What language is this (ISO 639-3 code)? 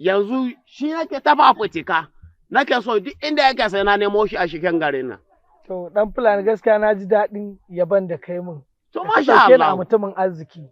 hau